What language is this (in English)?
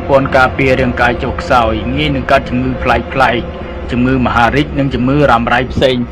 Khmer